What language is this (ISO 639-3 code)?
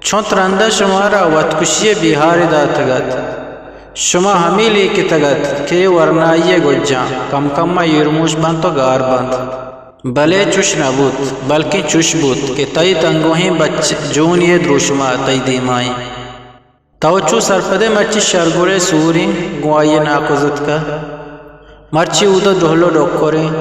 bgp